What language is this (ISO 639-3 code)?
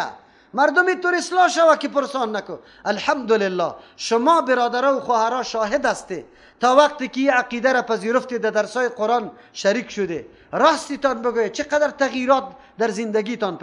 fas